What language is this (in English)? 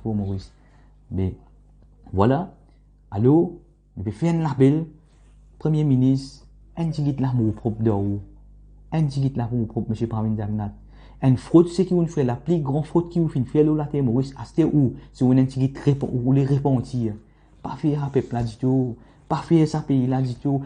Morisyen